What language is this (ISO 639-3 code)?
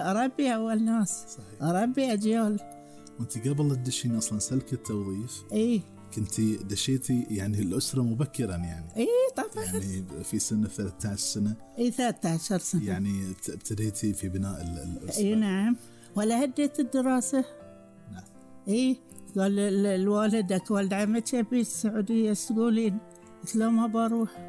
afb